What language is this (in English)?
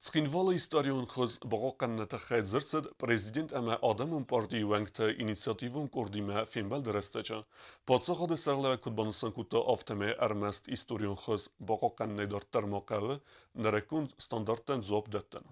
Ossetic